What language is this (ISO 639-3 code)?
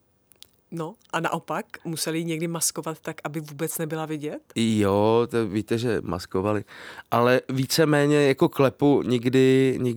ces